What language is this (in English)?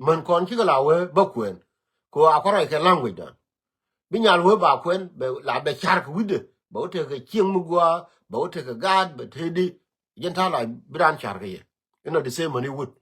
Nuer